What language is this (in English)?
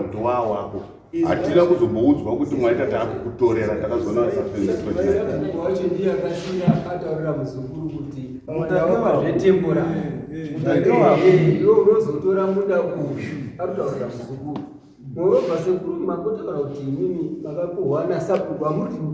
Shona